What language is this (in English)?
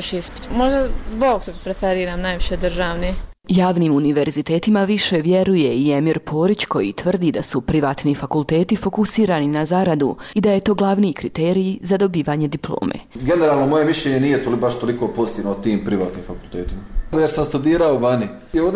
Bosnian